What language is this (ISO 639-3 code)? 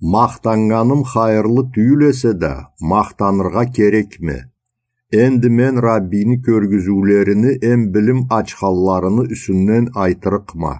krc